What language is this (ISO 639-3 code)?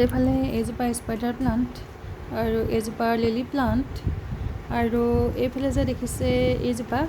asm